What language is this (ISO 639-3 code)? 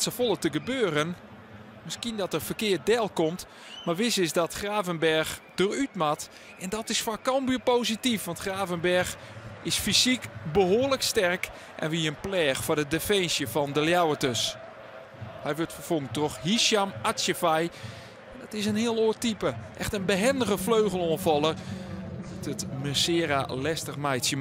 fry